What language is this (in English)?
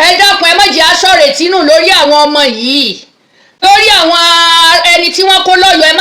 Yoruba